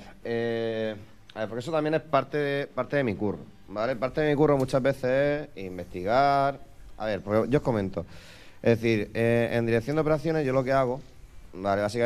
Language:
Spanish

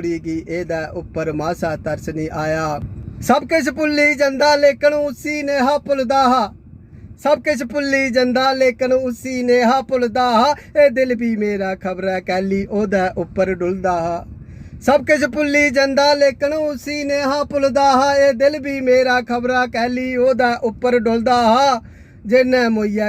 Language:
Dogri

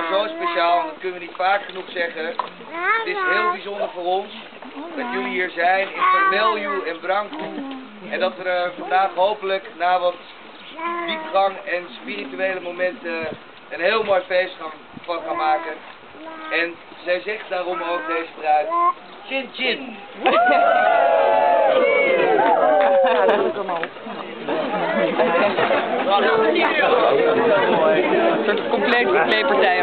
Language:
Dutch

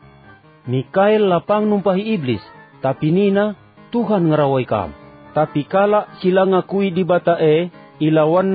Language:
Batak Karo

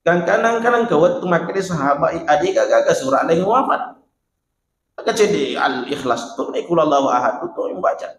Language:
Buginese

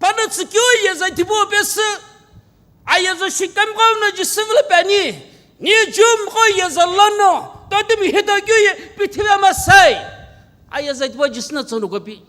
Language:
Sumi Naga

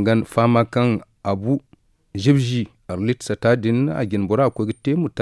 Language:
Zarma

